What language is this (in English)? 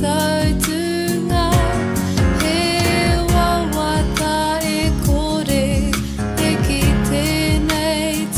Māori